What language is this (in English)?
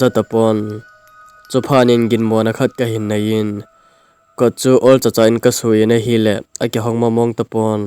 Thado Chin